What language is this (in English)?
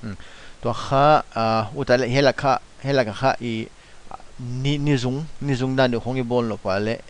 Paite Chin